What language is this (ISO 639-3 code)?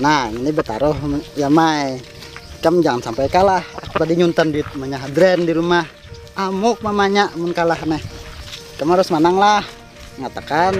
bjn